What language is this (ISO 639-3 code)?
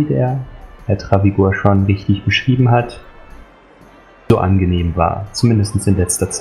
deu